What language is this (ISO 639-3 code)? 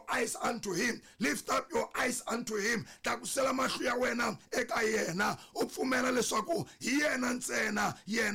tso